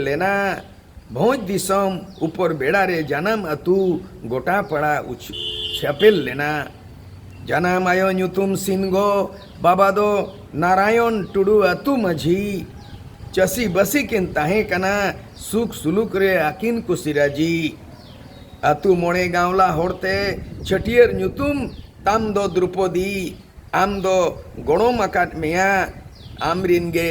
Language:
Santali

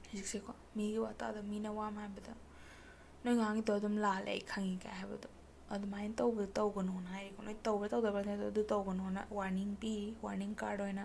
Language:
Manipuri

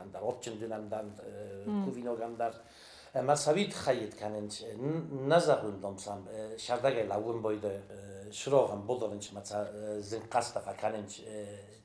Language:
Ossetic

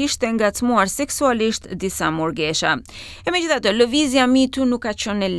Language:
Albanian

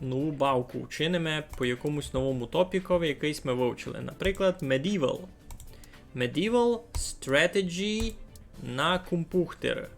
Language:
Rusyn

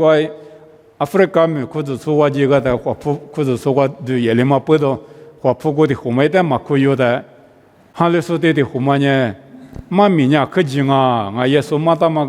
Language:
Lisu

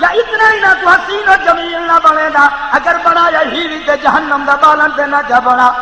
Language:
Saraiki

